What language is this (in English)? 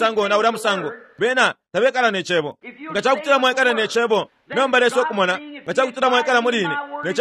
Bemba